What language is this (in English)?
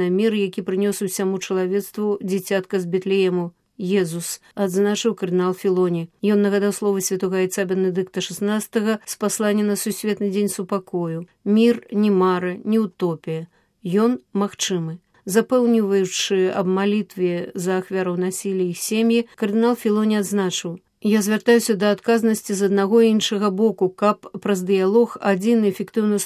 Belarusian